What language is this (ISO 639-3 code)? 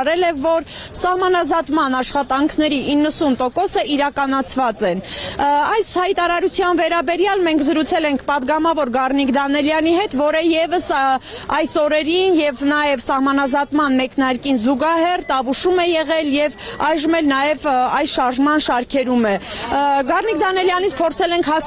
hye